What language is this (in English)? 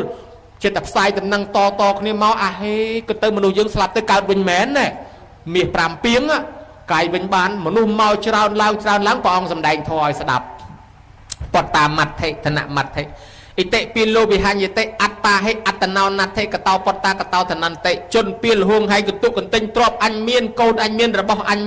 Khmer